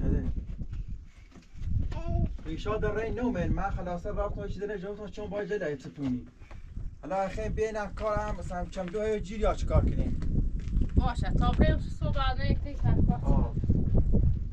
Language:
Persian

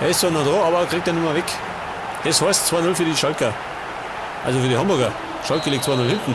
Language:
Bavarian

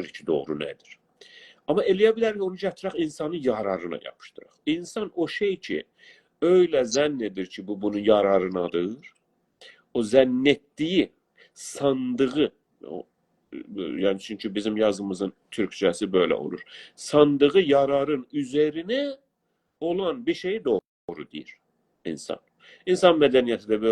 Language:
South Azerbaijani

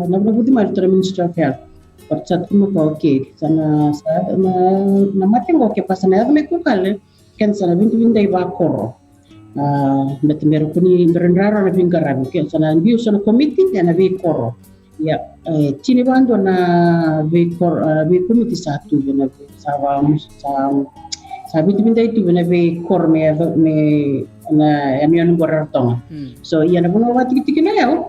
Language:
Fijian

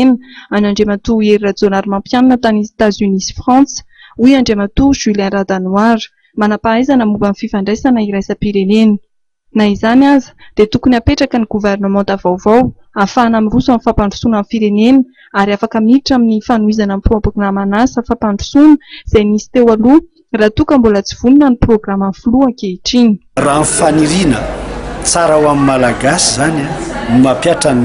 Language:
Malagasy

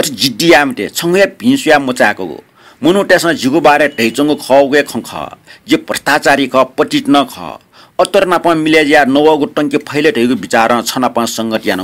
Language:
Newari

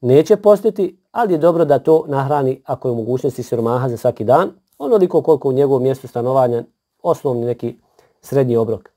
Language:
Bosnian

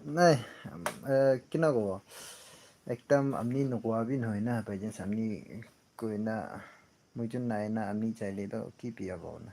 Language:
Naga Pidgin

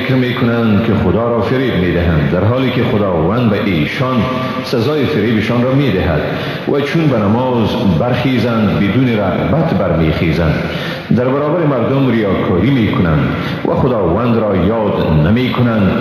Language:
Persian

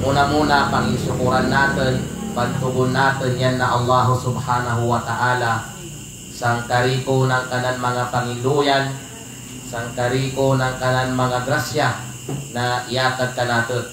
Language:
Kalagan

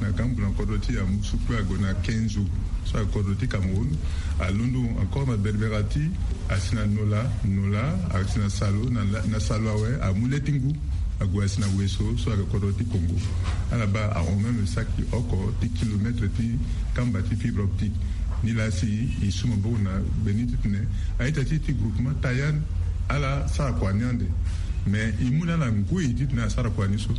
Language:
Sango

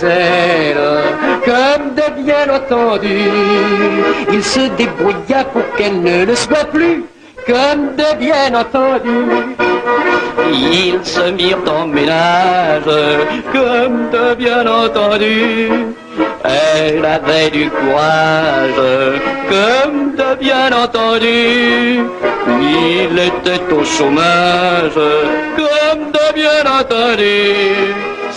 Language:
French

